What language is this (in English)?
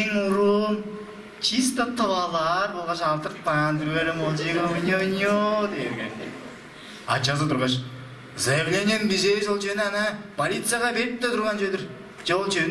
Tuvinian